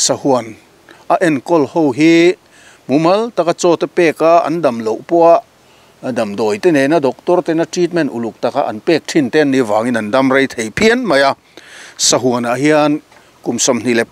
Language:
Mizo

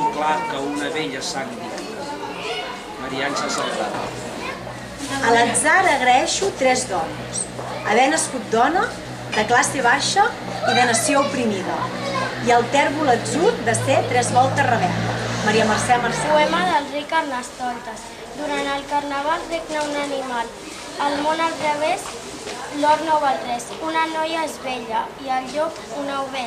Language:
Catalan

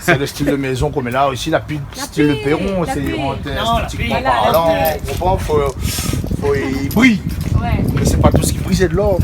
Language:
Réunion Creole French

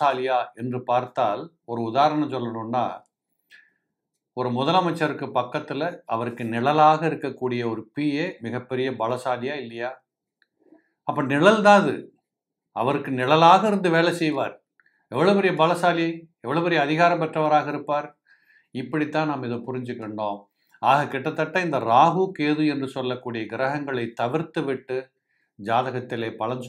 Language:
Tamil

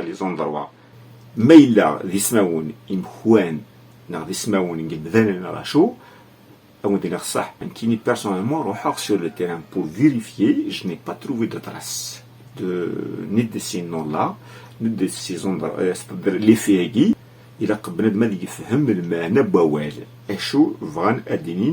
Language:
Kabyle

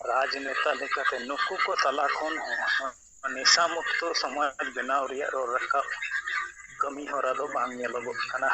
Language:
Santali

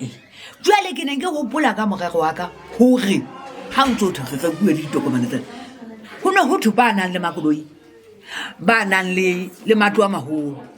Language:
Southern Sotho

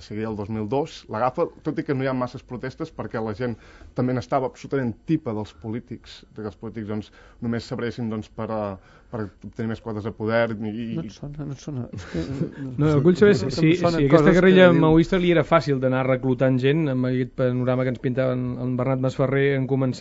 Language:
Catalan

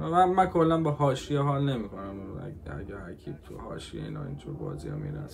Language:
Persian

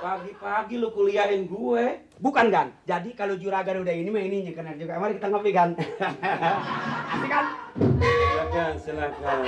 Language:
Betawi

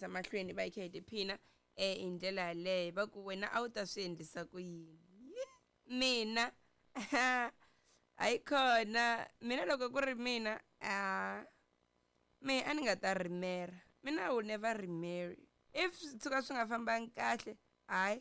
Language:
Tsonga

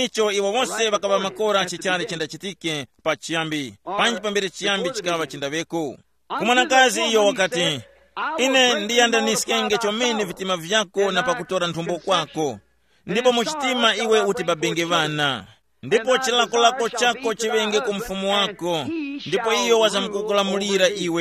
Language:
Tumbuka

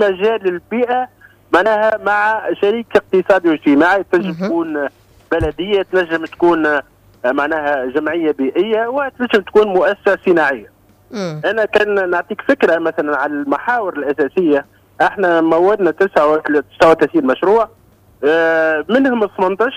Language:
Tunisian Arabic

